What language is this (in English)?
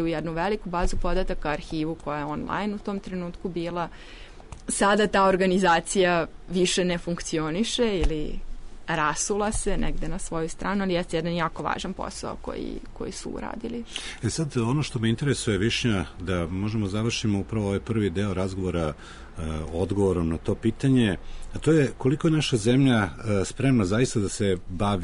Serbian